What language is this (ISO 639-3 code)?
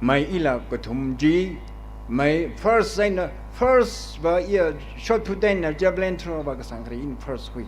nmf